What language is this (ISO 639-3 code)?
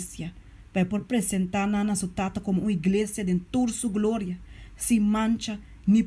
pap